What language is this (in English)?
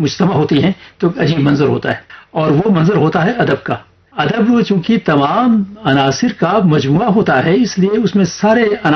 Urdu